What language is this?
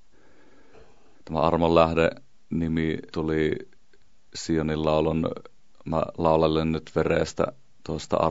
Finnish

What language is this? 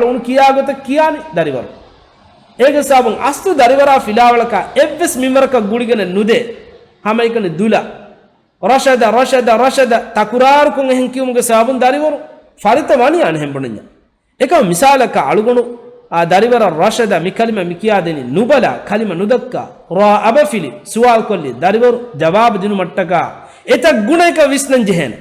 Divehi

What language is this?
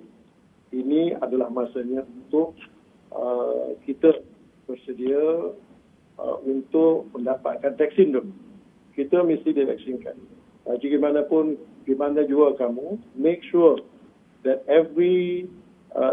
Malay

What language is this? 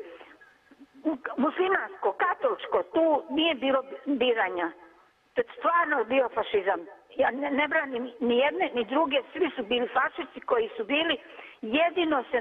Serbian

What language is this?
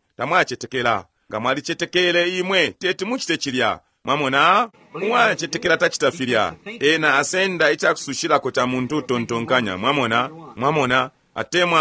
Bemba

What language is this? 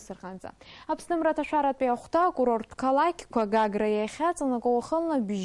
Abkhazian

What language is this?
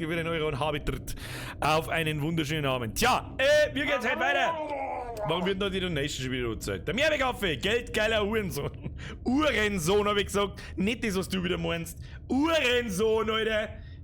Bavarian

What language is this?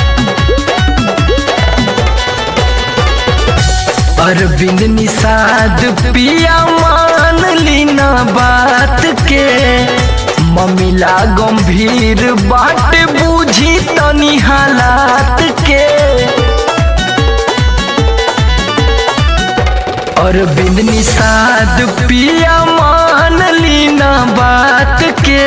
Bhojpuri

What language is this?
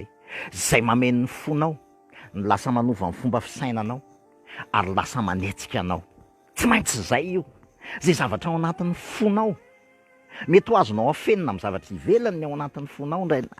Malagasy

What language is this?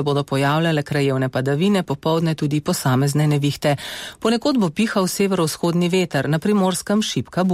Slovenian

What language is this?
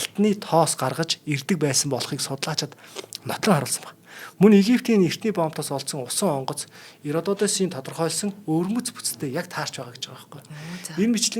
Mongolian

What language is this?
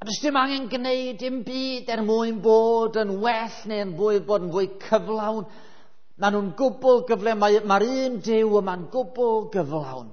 Welsh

